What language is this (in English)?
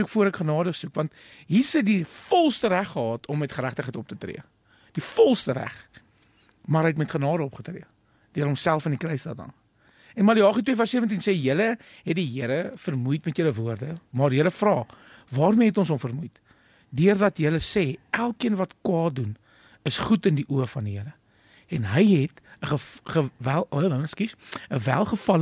Afrikaans